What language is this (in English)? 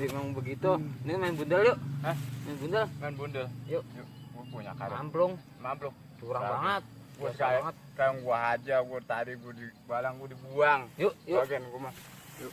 Betawi